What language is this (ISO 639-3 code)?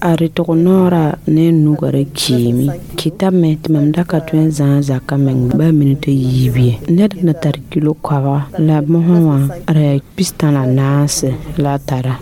mos